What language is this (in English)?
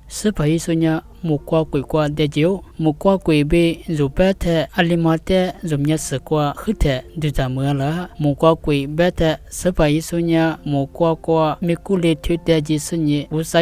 Lisu